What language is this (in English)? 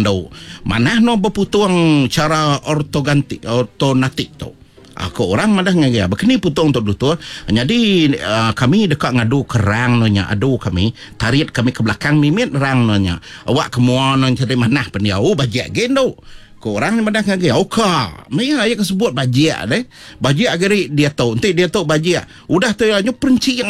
Iban